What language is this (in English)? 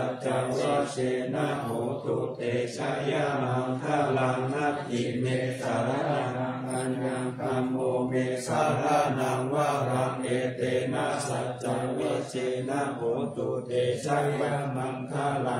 Pali